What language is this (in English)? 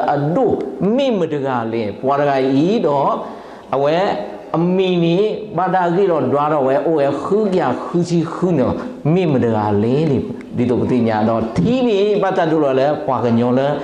S'gaw Karen